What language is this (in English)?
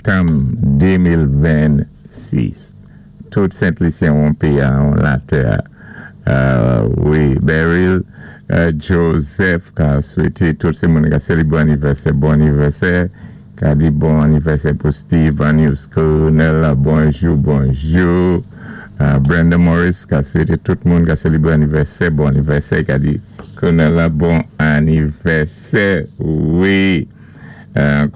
Saint Lucian Creole French